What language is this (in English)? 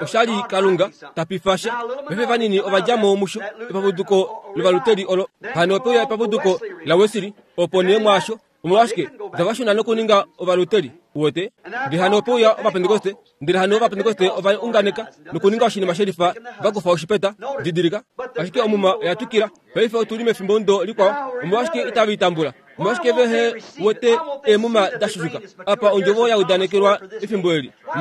Kuanyama